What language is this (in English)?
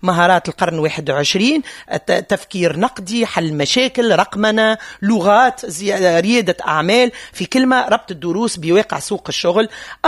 Tunisian Arabic